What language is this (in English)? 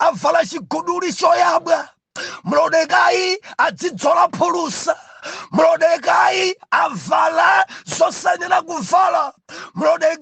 Nyanja